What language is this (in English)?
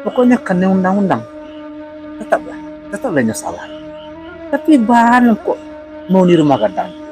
Minangkabau